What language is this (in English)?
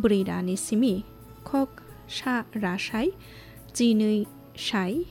Kok Borok